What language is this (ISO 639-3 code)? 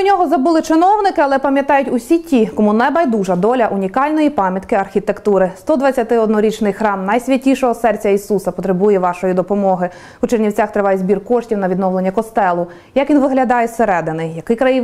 ukr